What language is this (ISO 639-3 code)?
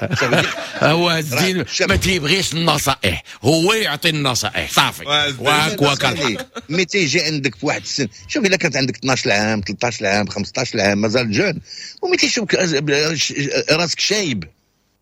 ary